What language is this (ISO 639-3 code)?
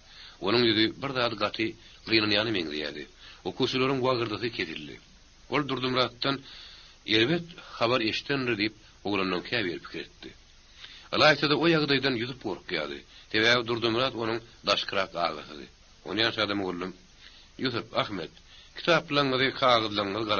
tuk